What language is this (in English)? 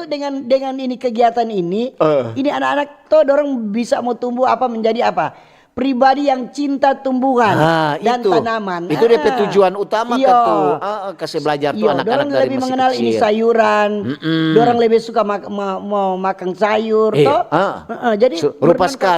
Manado Malay